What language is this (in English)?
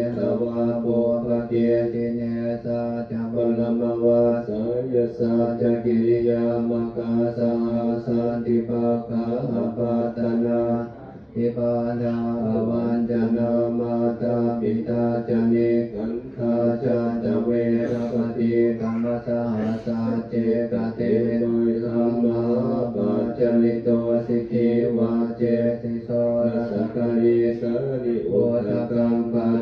Pali